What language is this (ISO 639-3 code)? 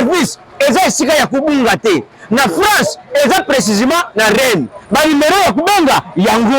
lin